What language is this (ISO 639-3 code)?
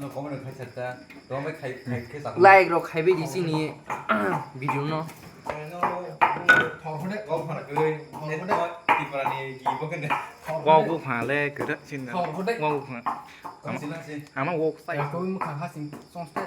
trp